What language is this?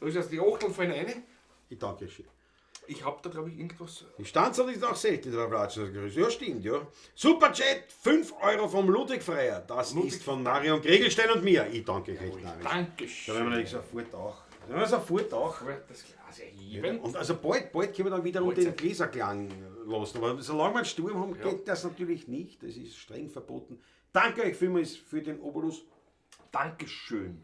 Bavarian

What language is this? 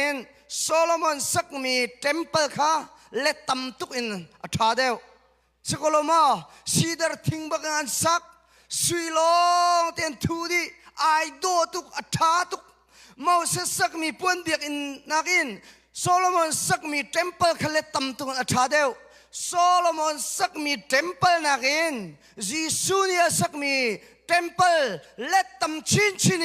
Hakha Chin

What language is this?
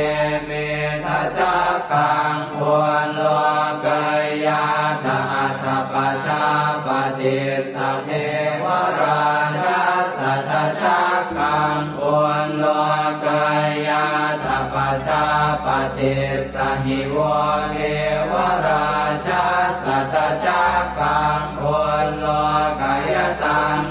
Pali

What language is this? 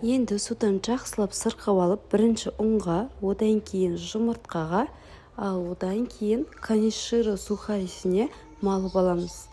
Kazakh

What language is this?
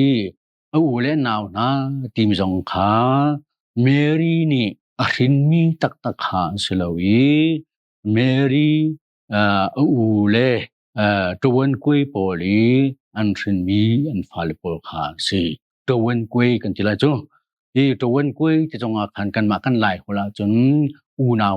Hakha Chin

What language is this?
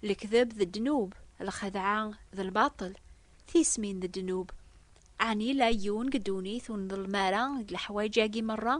Kabyle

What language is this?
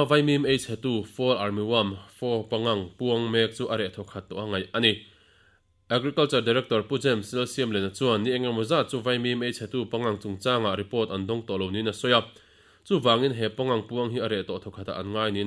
Mizo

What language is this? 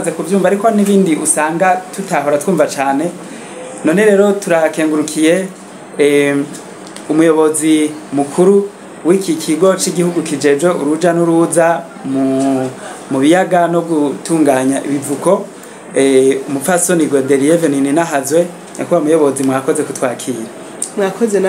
Rundi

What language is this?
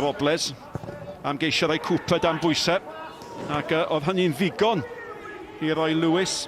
Welsh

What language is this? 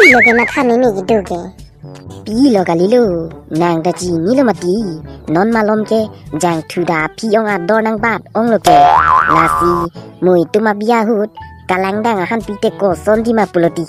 Karbi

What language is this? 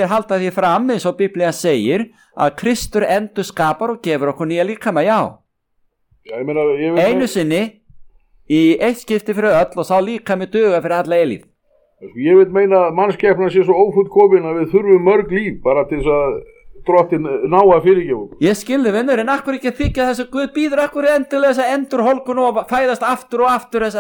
Icelandic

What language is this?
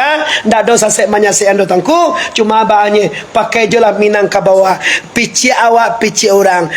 Minangkabau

